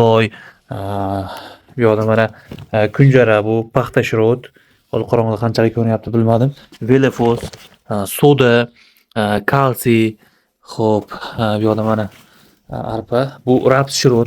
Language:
Uzbek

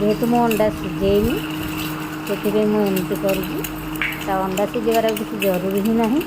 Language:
Odia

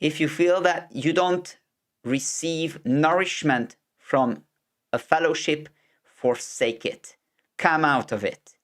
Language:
English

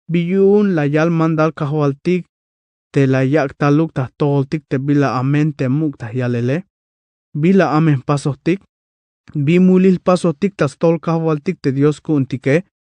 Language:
Tzeltal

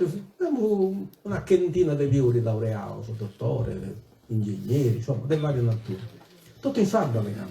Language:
Sardinian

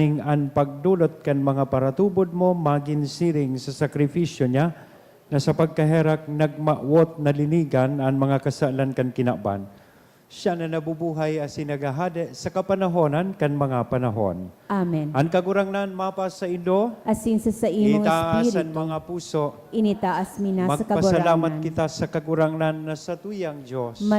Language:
Bikol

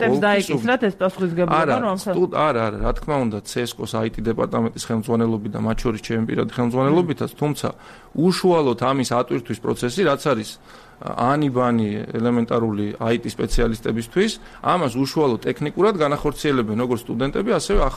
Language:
Georgian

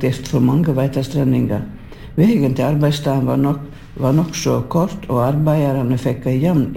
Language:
Norwegian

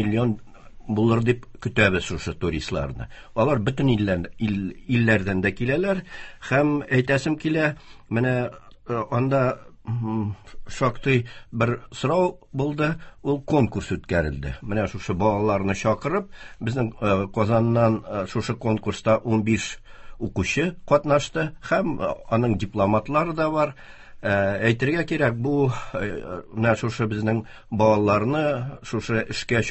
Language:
Tatar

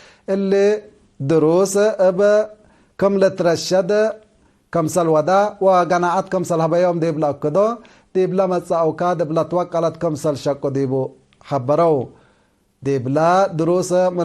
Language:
Tigre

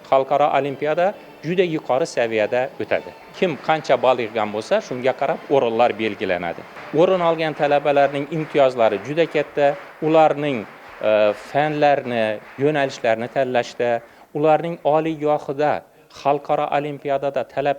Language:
Uzbek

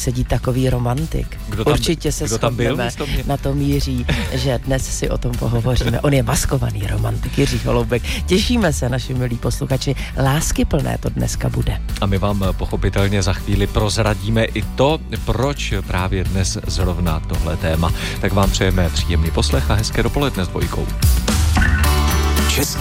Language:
Czech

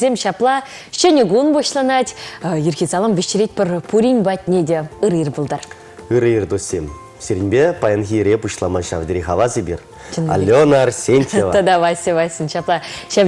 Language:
Chuvash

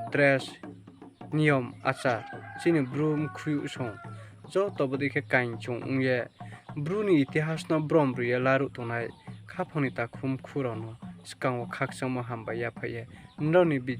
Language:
Riang (India)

